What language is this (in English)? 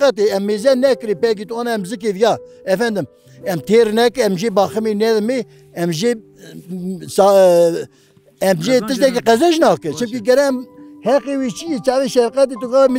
Kurdish